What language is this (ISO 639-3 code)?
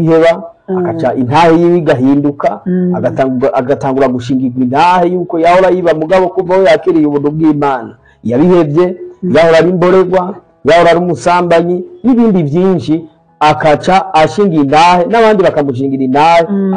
run